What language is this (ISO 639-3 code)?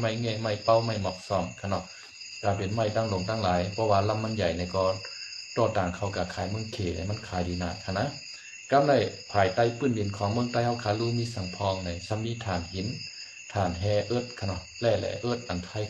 shn